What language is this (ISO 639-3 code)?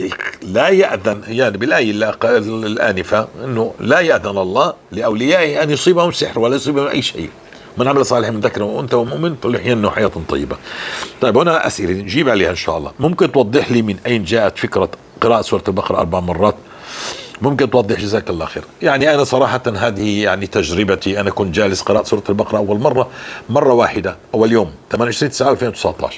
apc